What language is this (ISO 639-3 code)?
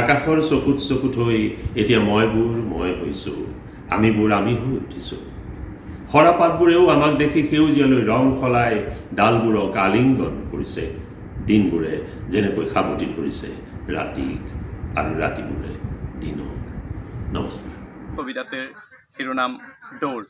asm